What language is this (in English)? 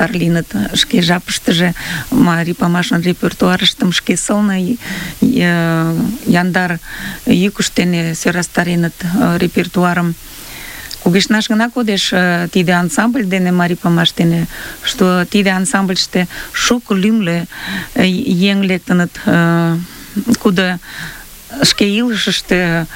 Mari